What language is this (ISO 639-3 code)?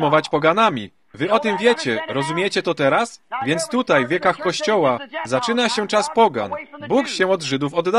pol